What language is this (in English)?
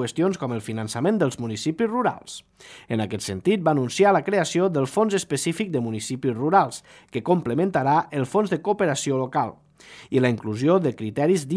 Catalan